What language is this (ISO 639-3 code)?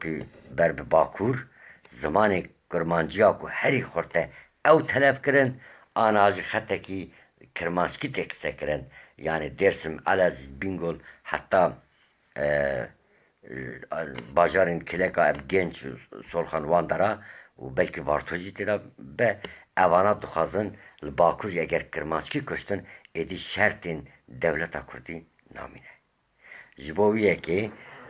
kur